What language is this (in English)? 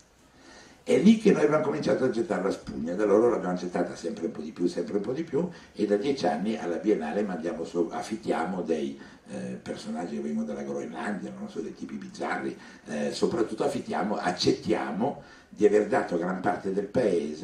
Italian